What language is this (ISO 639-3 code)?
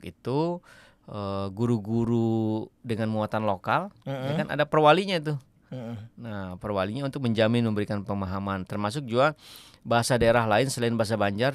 bjn